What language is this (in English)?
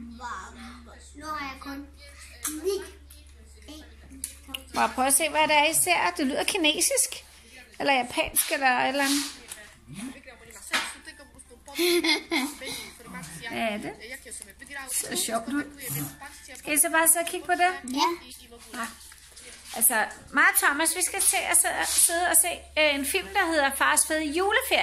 Danish